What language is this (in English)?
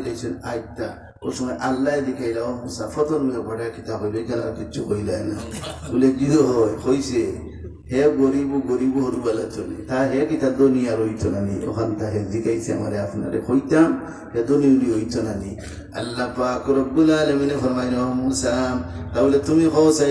Sylheti